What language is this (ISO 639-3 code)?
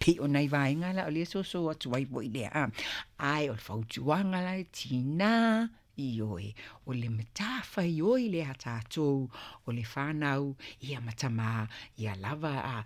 smo